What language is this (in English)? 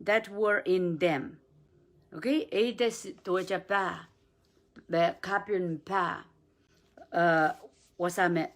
Pohnpeian